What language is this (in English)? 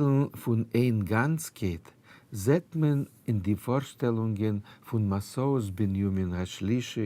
Yiddish